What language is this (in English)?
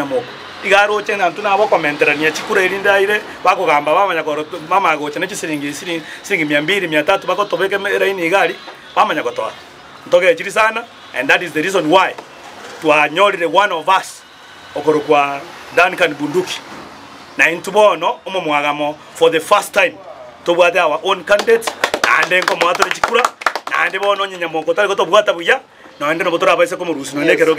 Gusii